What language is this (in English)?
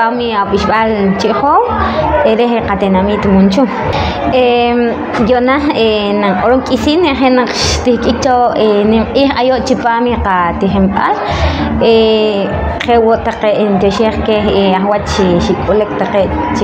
Poqomchi'